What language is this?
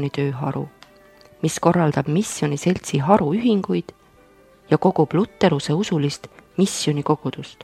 Estonian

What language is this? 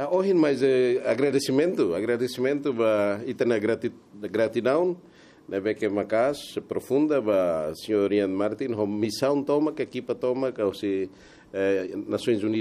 Tetum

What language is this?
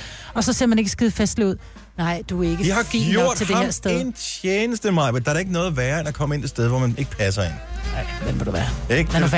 Danish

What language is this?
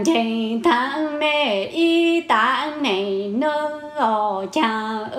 Hmong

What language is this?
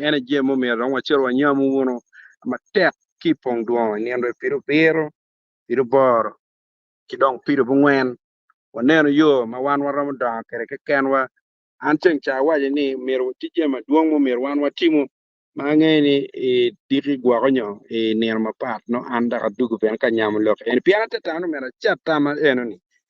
Acoli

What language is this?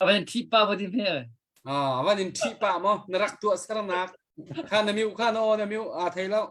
Hakha Chin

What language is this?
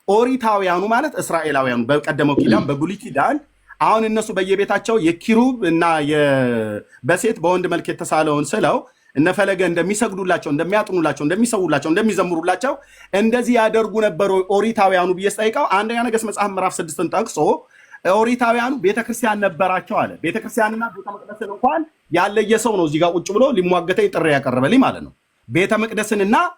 Amharic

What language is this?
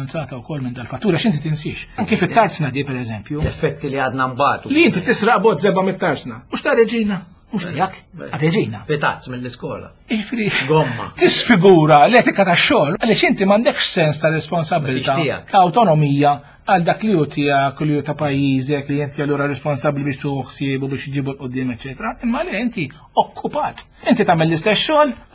Maltese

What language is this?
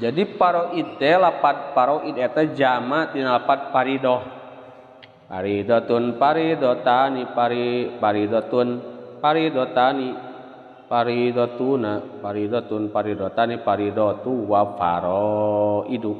Sundanese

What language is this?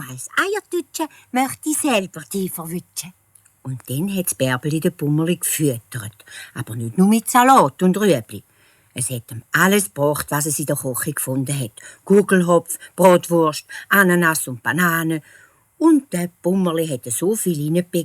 Swiss German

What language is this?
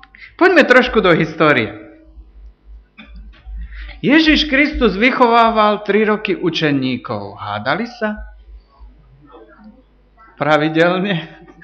Slovak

